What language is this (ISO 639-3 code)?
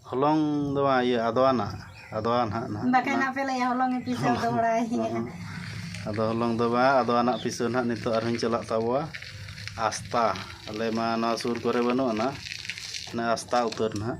sat